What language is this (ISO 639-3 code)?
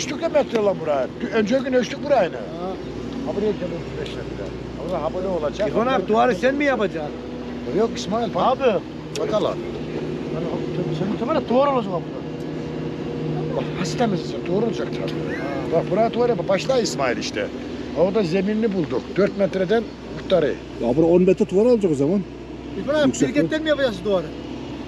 tur